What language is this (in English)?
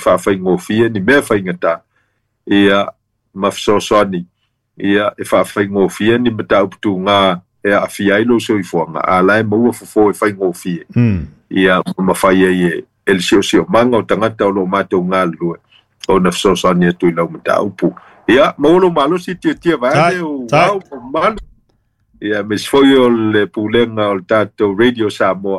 Samoan